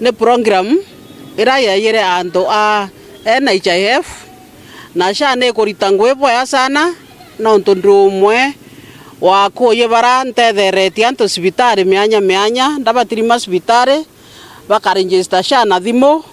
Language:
Meru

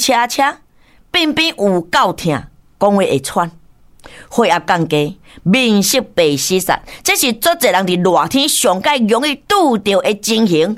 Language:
Min Nan Chinese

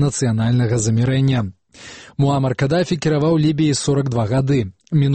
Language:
Belarusian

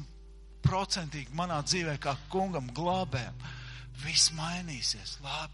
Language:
Latvian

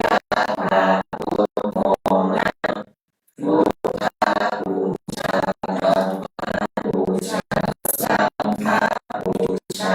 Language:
Pali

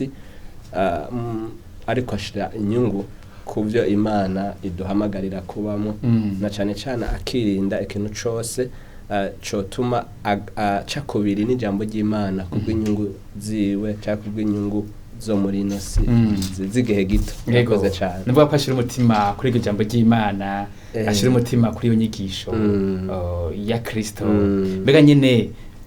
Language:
Rundi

